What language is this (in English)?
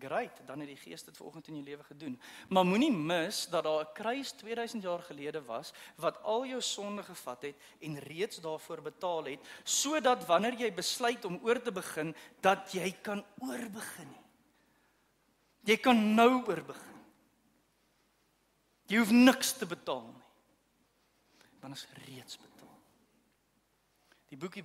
Afrikaans